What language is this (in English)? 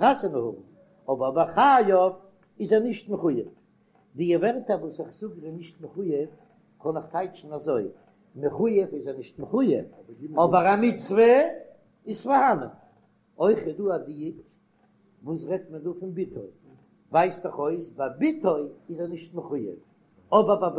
Yiddish